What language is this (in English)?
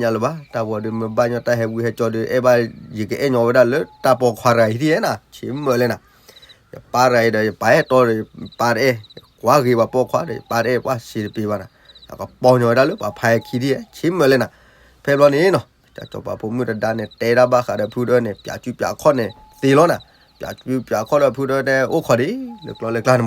S'gaw Karen